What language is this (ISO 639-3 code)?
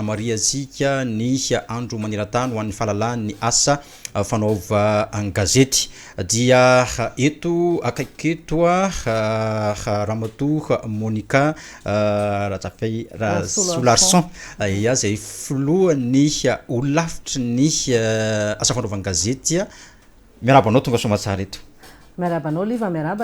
mlg